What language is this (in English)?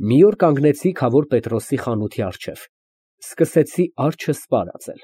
Armenian